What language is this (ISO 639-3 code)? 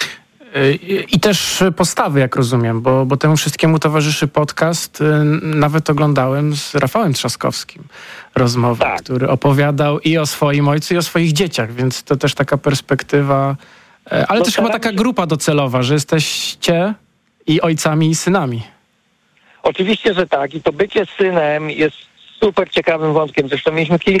pol